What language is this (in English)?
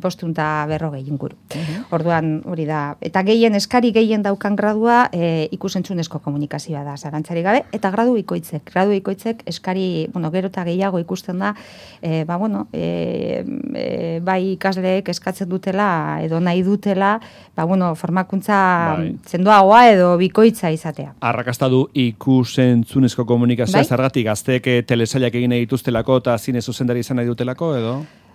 Basque